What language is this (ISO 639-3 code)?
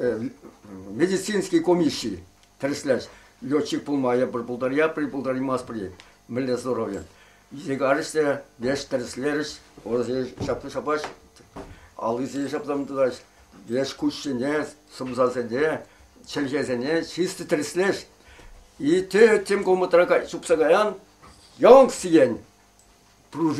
chv